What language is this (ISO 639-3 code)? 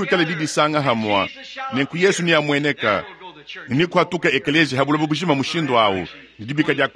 lua